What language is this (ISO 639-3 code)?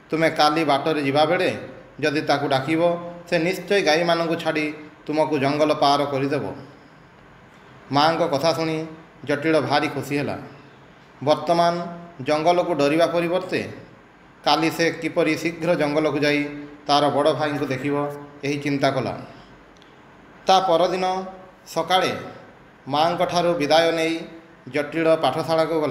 ori